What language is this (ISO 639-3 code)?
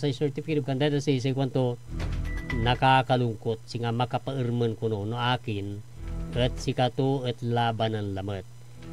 pag